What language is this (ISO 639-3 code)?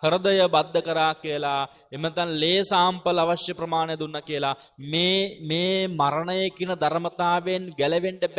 sin